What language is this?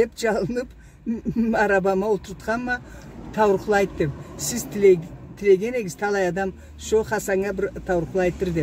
Karachay-Balkar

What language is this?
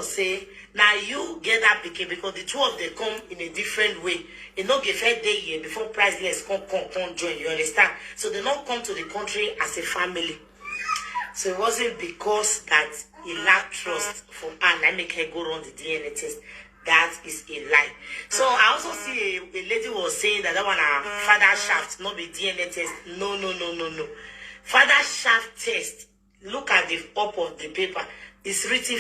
Nigerian Pidgin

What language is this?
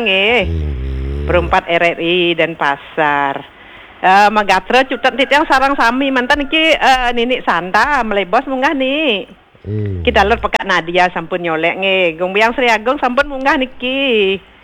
Balinese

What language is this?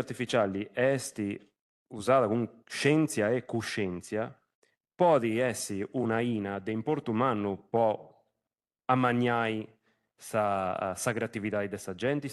Sardinian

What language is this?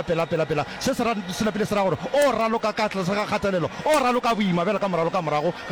Northern Sotho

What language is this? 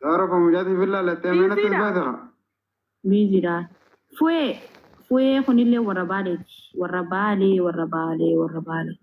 Oromo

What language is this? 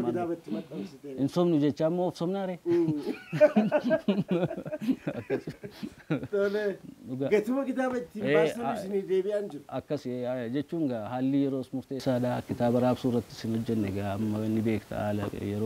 Oromo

